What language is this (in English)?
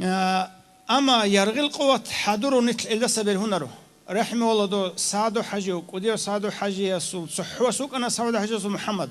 Avaric